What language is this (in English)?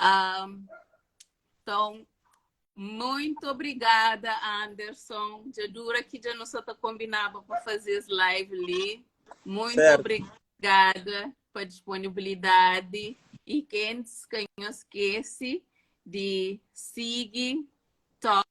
Kabuverdianu